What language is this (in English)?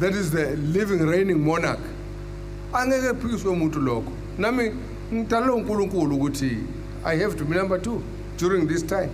Zulu